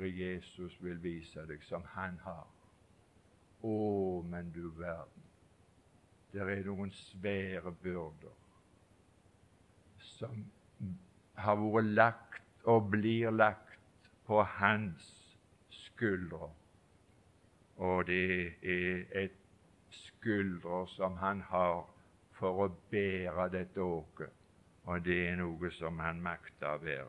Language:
Norwegian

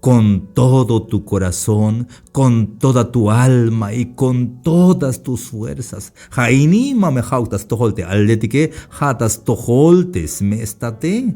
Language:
Tzeltal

